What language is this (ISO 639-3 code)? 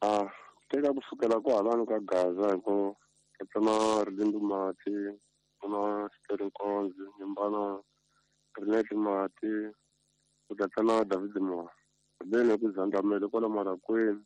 tso